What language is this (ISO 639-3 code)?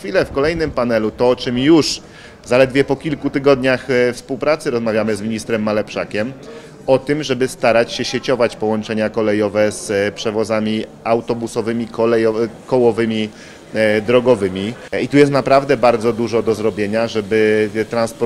pol